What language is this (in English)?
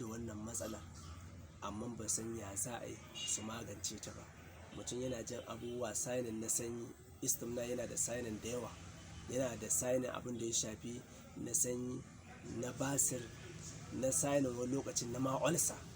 Hausa